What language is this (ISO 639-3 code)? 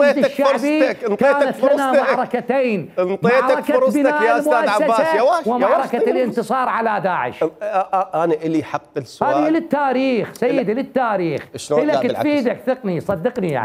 acm